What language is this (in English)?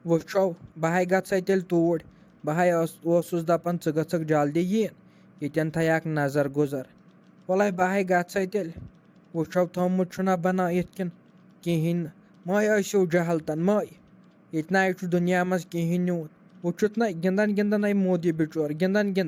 Kashmiri